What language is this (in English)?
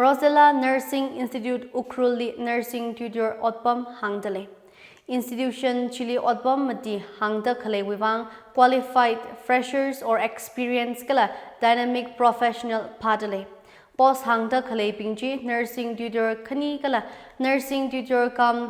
Tangkhul Naga (India)